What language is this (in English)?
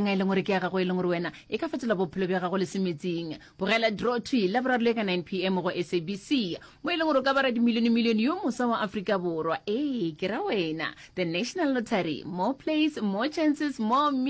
Northern Sotho